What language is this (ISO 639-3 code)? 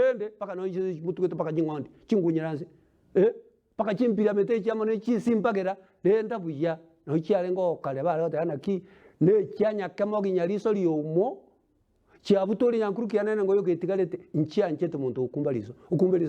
guz